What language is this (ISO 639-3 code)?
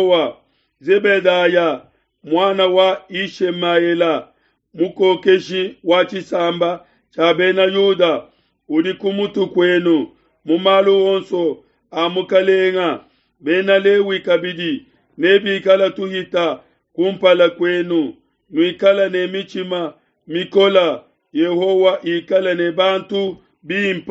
lua